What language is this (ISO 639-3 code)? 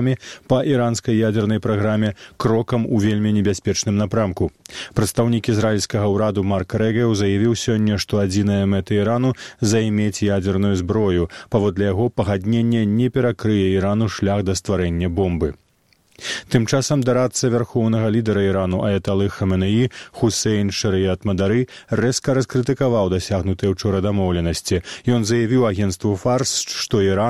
bel